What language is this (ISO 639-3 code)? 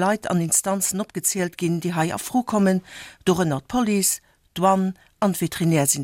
ltz